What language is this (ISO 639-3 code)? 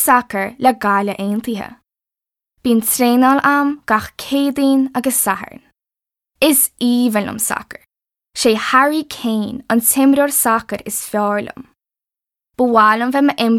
gle